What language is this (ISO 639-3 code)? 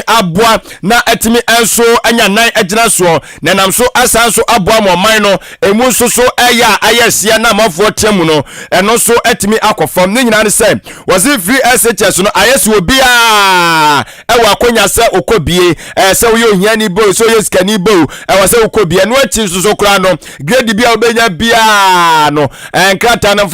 aka